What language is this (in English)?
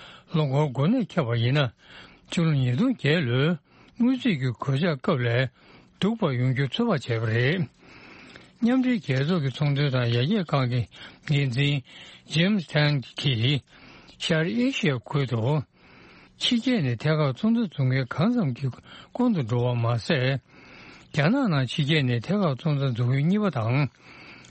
Tibetan